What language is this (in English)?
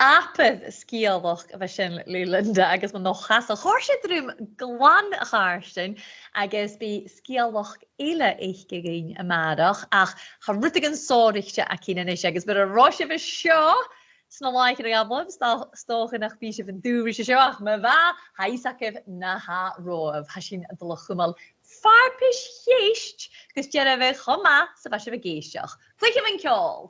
Scottish Gaelic